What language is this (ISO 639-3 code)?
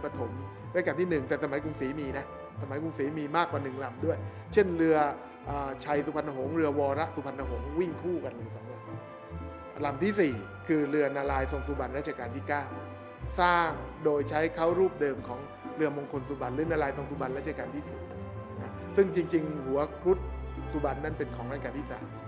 tha